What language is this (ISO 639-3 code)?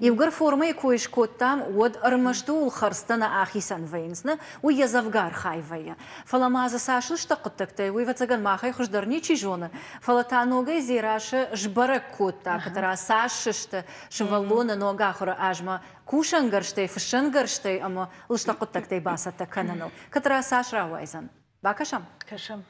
oss